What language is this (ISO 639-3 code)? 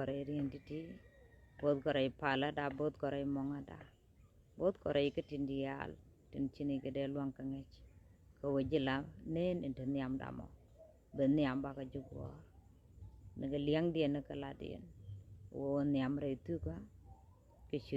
nus